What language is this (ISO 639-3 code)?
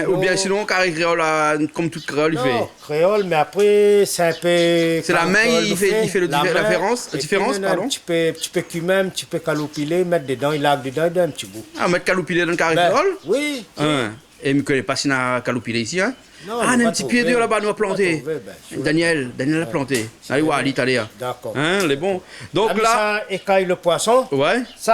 rcf